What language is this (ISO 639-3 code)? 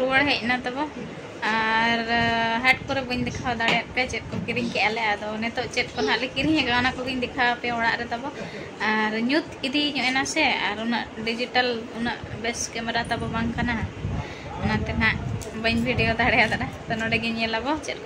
sat